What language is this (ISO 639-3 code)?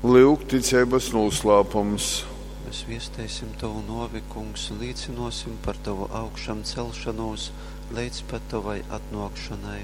ltg